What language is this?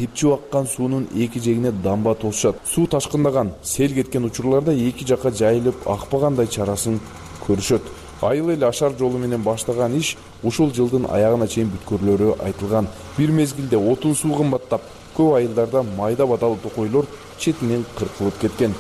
Kyrgyz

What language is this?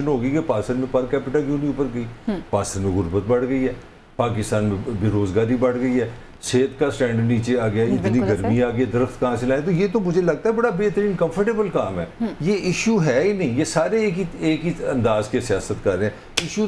Urdu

